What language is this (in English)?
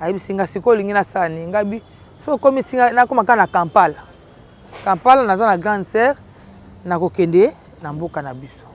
Lingala